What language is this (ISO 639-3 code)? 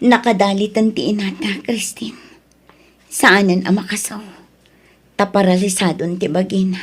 ilo